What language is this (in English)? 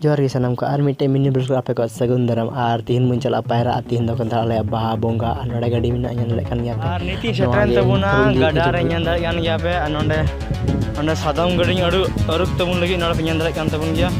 Santali